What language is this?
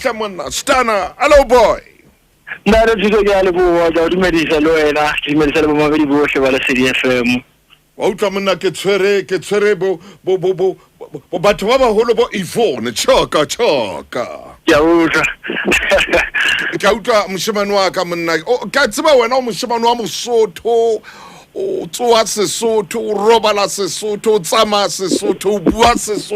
Southern Sotho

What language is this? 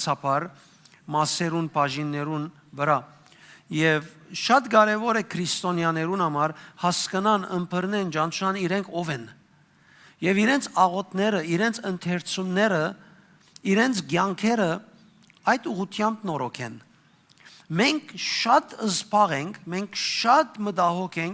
Western Armenian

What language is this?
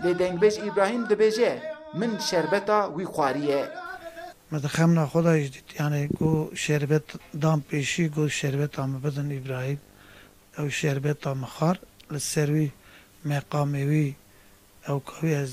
Kurdish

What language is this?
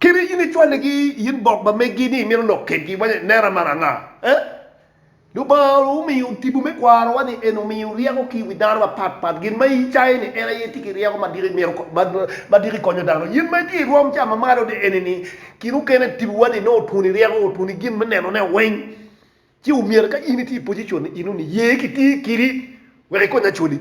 Acoli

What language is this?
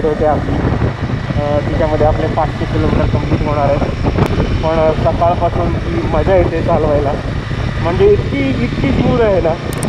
Marathi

